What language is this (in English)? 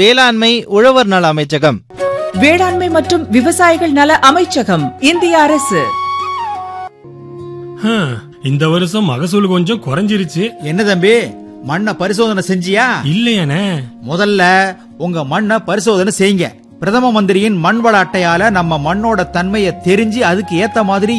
Tamil